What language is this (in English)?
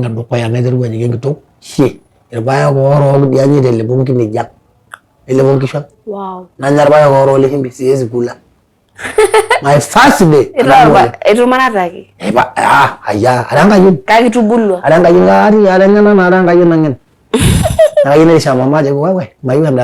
Masai